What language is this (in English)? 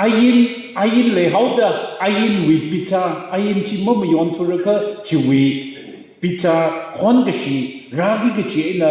Tangkhul Naga (India)